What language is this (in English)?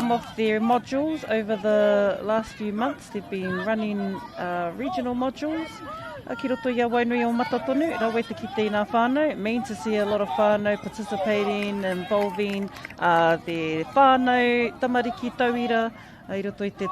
Māori